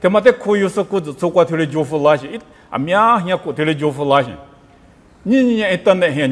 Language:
Lisu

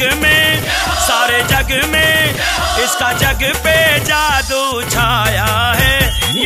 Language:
Hindi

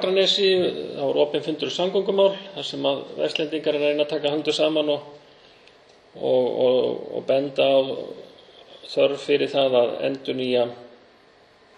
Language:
Icelandic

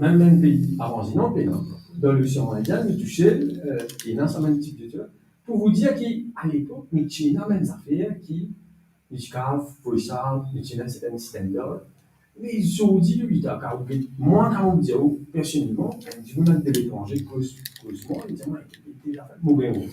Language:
Morisyen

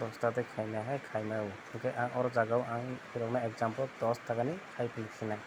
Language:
Kok Borok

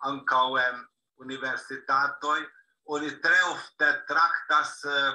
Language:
Esperanto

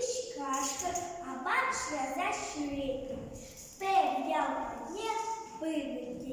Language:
Chuvash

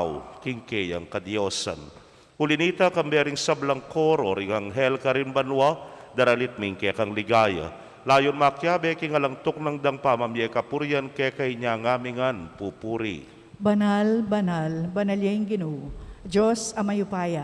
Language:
Pampanga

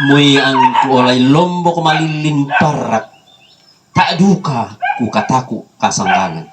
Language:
Toraja-Sa'dan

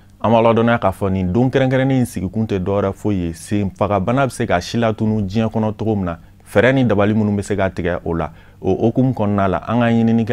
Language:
Bambara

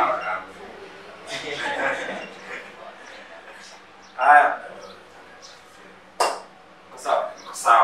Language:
Swahili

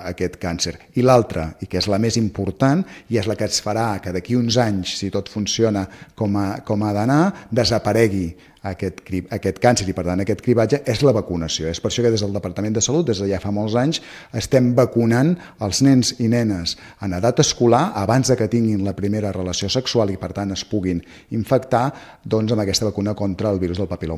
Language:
Catalan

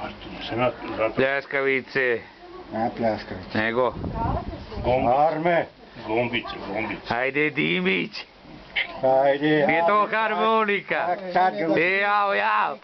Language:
Serbian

